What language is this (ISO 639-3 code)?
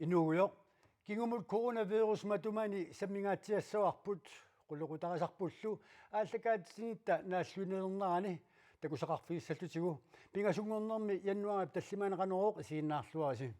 kal